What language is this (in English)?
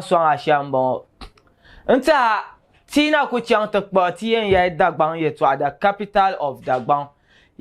Dagbani